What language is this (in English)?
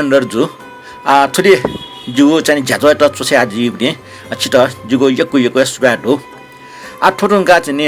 Newari